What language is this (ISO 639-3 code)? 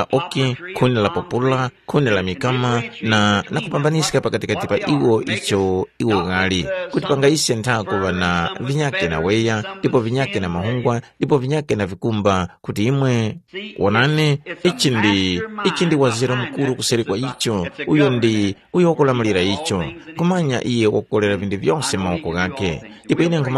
tum